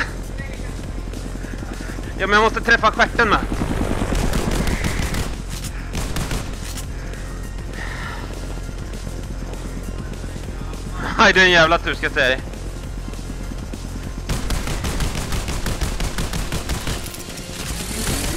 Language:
Swedish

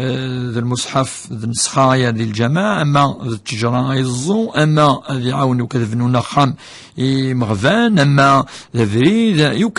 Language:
Kabyle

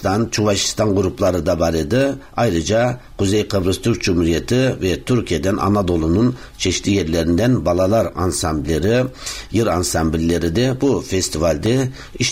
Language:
Tatar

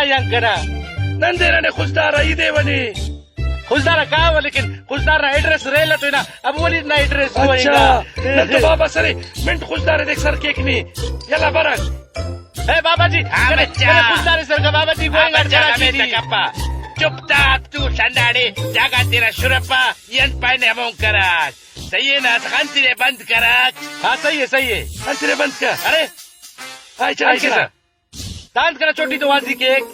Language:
Brahui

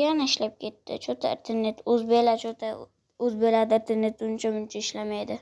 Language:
Uzbek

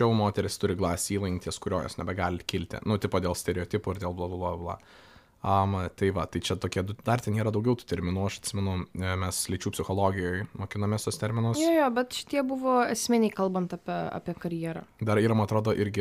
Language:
Lithuanian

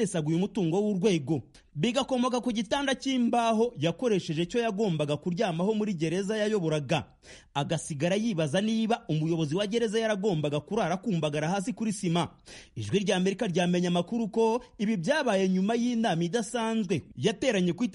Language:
Kinyarwanda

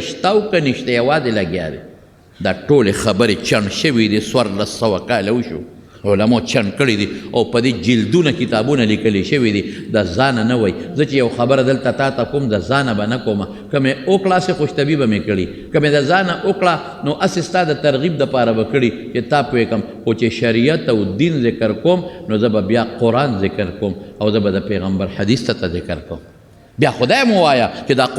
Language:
Pashto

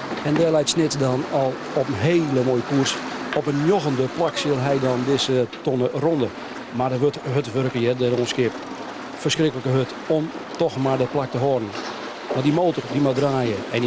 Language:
Western Frisian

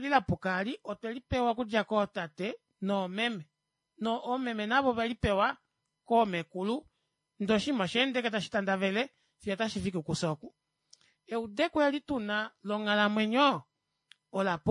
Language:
Kuanyama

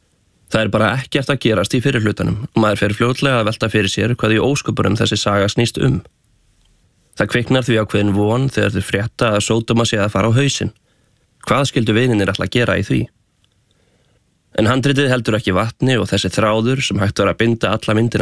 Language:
Icelandic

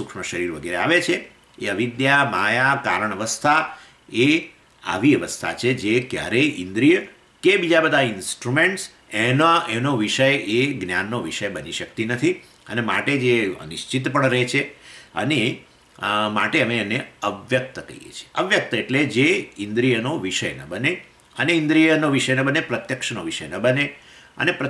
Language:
Gujarati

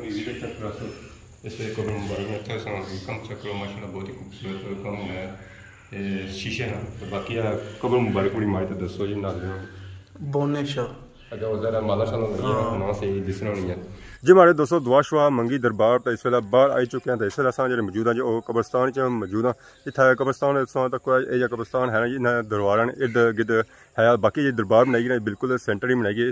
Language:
Pahari-Potwari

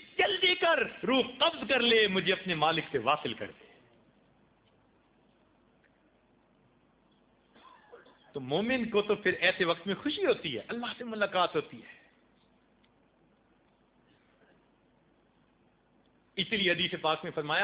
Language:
Urdu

